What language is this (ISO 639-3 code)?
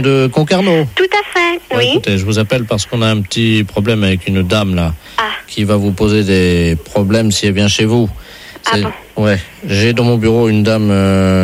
fra